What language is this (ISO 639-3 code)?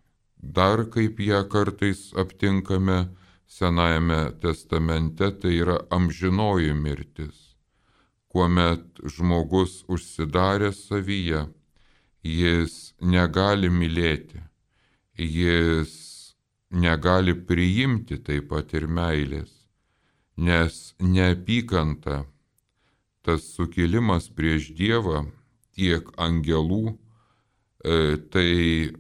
lit